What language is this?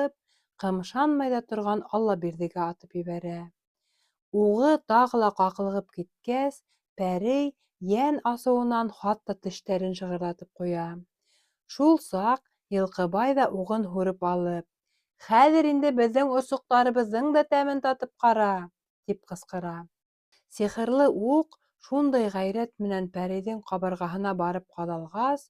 Bashkir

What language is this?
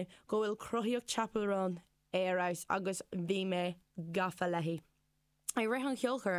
Irish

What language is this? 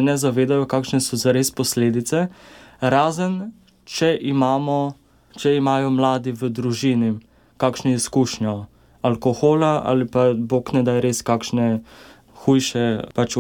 Slovenian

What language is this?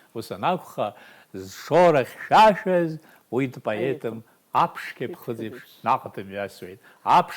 Abkhazian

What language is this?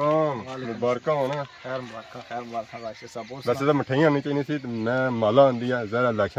Pahari-Potwari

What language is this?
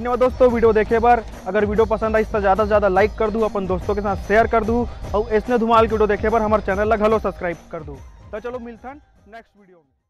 Chhattisgarhi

